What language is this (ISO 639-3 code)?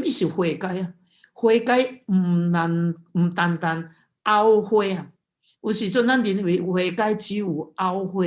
nan